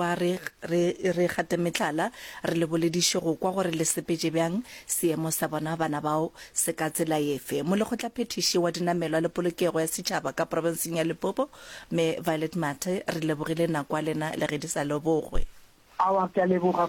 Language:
Northern Sotho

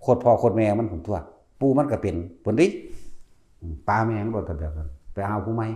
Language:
Northeastern Thai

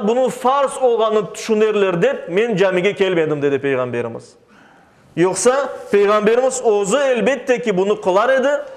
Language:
Crimean Tatar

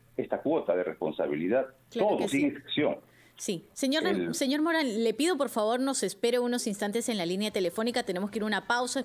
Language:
Spanish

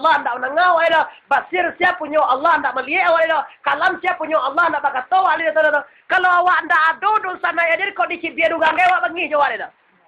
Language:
Minangkabau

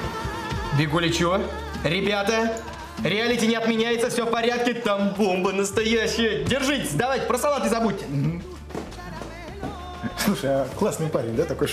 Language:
Russian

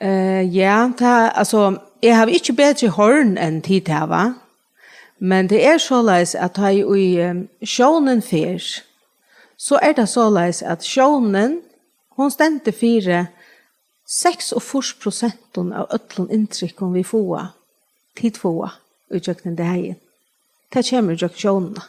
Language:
Faroese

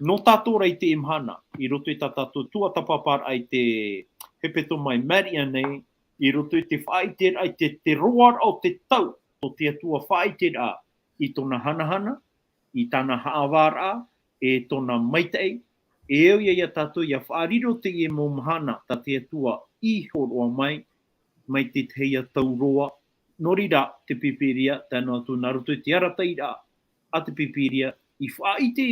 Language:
Tahitian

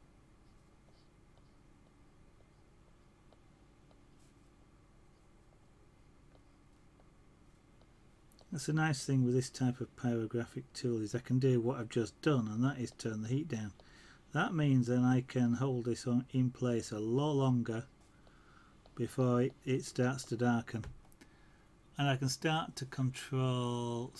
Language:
English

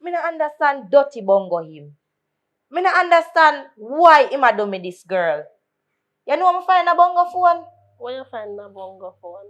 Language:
Jamaican Creole English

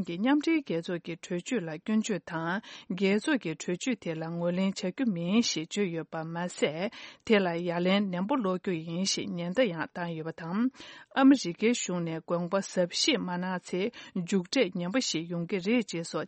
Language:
Tibetan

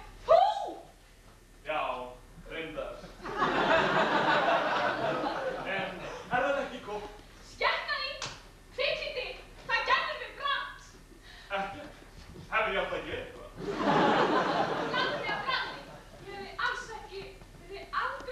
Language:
Icelandic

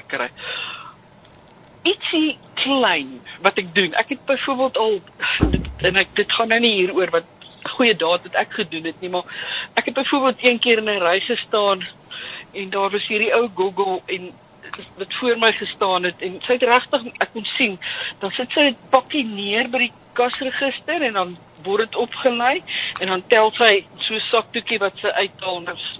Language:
Afrikaans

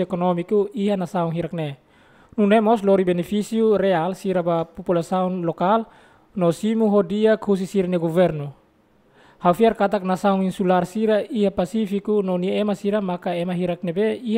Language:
Tetum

